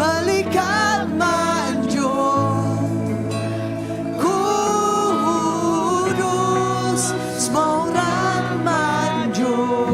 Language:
Iban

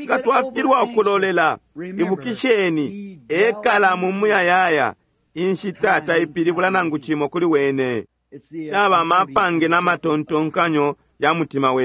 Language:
Bemba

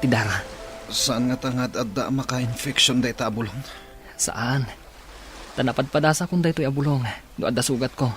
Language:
Iloko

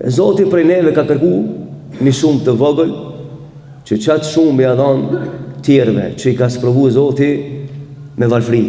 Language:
Albanian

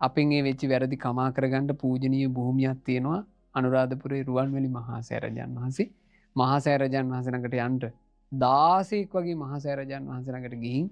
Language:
Sinhala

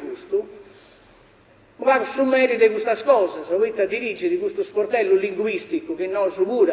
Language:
Sardinian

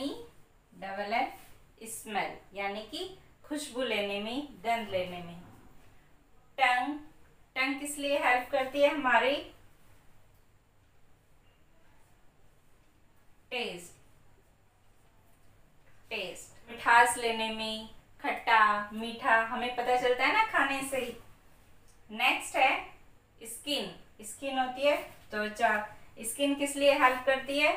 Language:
Hindi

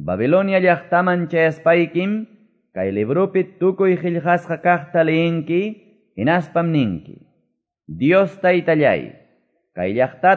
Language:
Quechua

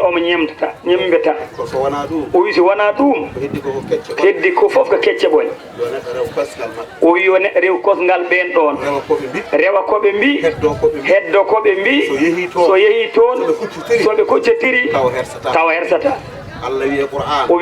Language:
Fula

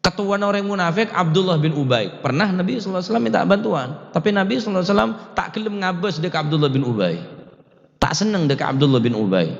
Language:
Madurese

